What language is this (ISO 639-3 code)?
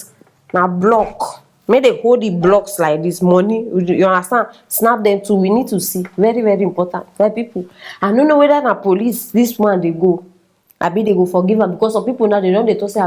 pcm